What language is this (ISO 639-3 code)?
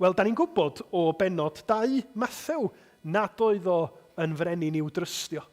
cym